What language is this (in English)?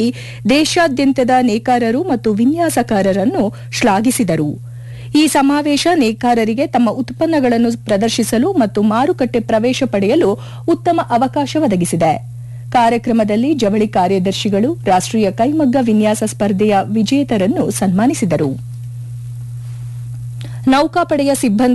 Kannada